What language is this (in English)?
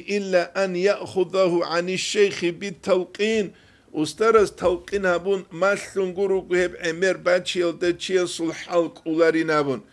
Avaric